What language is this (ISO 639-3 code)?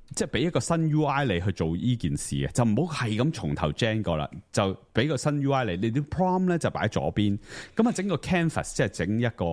yue